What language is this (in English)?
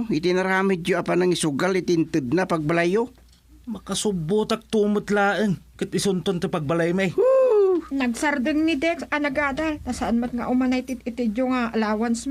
Iloko